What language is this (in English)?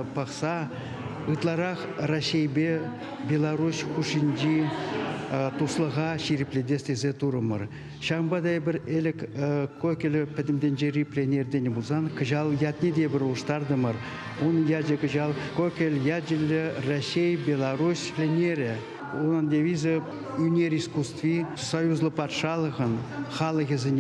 Chuvash